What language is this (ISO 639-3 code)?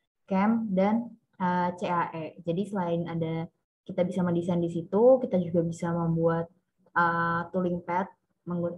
ind